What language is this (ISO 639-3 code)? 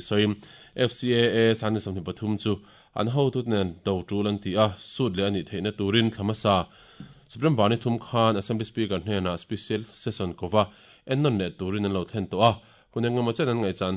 lus